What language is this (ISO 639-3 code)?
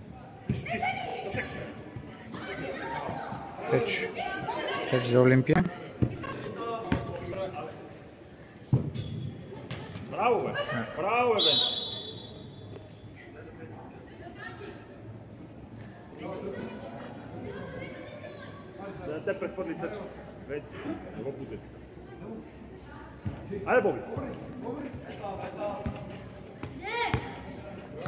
bul